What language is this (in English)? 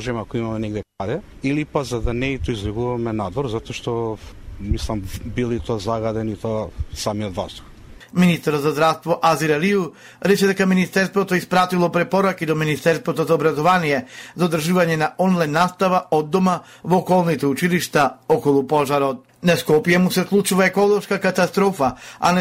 Macedonian